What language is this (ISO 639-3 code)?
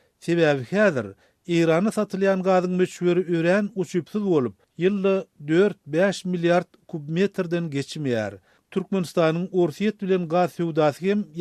tuk